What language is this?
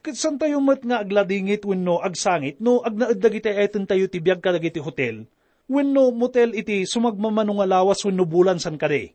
Iloko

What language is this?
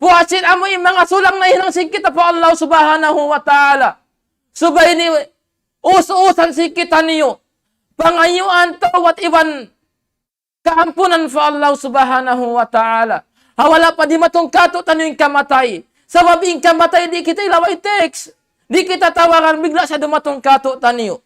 Tausug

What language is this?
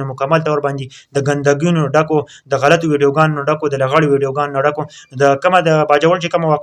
Pashto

